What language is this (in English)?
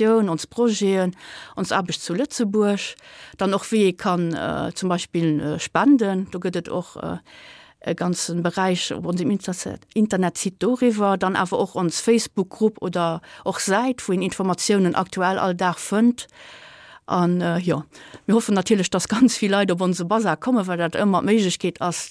Luxembourgish